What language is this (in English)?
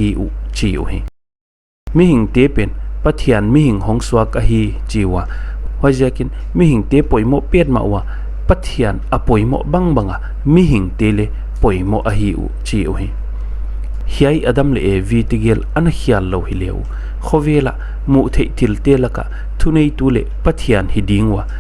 Paite Chin